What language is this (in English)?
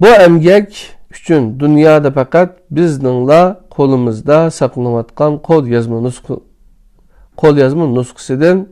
Uyghur